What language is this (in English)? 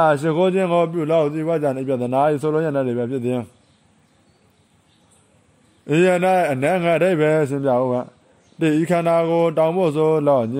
Burmese